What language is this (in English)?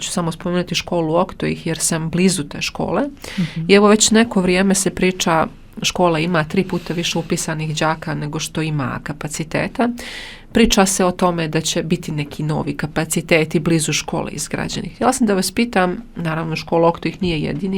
Bosnian